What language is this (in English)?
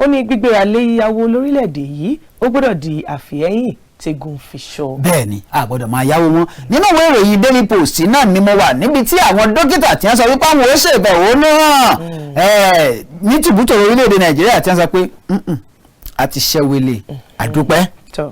Yoruba